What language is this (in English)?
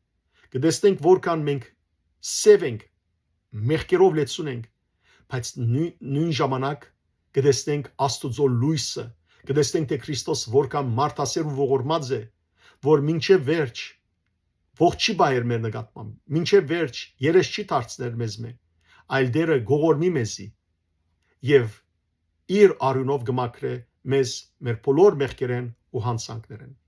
Western Armenian